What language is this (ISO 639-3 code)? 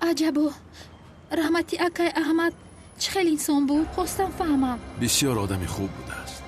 tgk